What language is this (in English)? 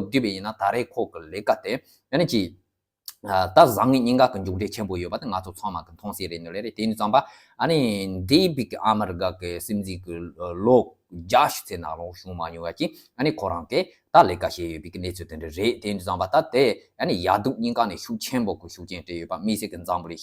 Tibetan